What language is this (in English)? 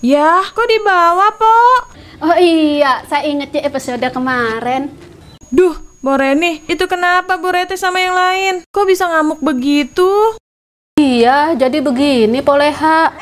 Betawi